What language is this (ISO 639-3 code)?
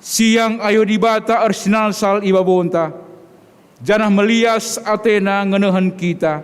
btx